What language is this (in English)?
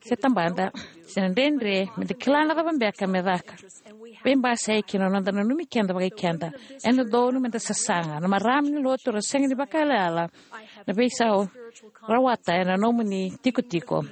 Fijian